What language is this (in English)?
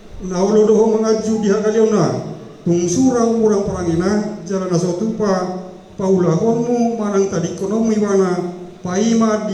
Batak Toba